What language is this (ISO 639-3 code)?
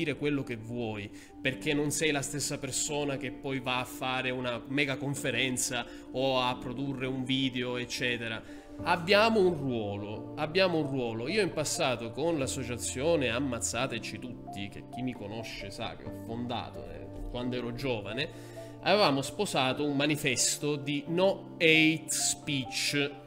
ita